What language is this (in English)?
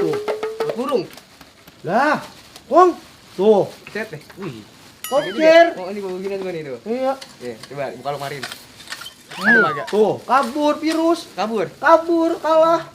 Betawi